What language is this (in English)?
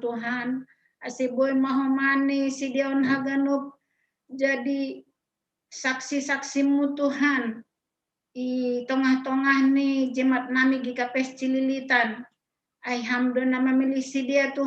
Batak Simalungun